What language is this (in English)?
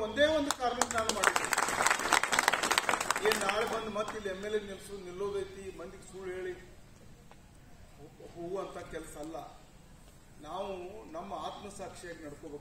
Kannada